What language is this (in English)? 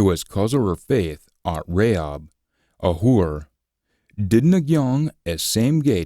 Scots